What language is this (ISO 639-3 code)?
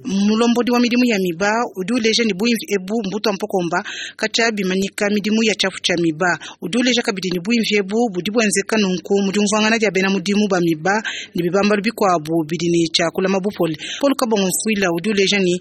lua